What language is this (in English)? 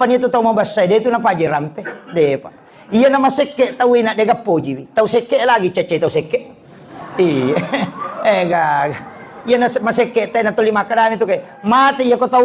Buginese